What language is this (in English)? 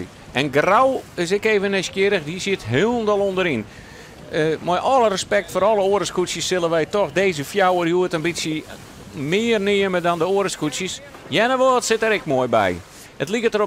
Western Frisian